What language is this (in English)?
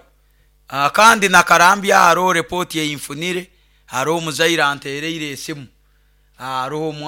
Nyoro